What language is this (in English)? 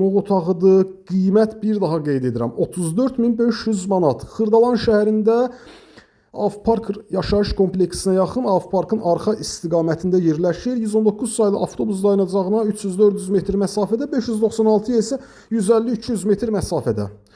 Azerbaijani